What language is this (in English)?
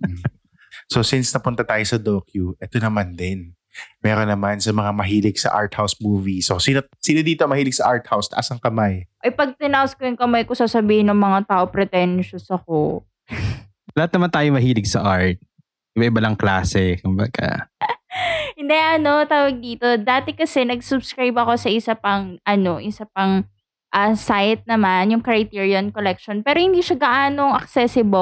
Filipino